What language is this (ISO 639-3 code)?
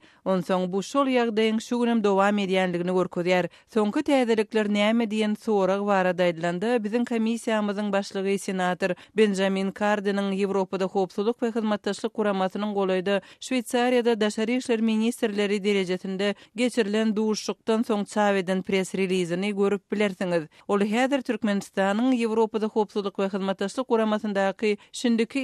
tuk